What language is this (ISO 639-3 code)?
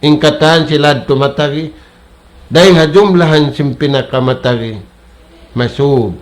tsg